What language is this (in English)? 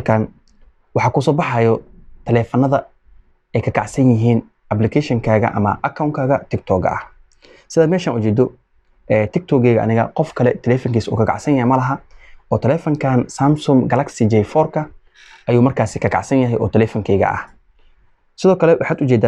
Somali